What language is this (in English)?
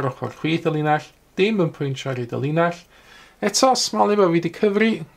Welsh